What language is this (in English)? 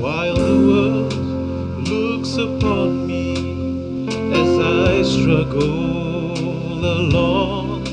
Fijian